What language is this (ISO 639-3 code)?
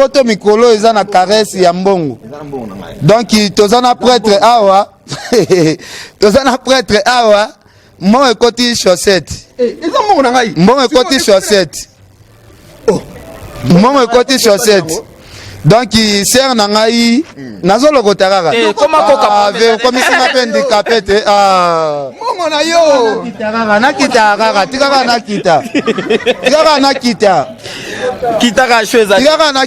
lin